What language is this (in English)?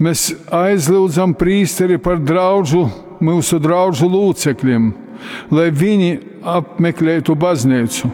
Latgalian